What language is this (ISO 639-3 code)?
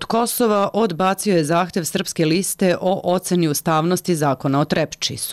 srp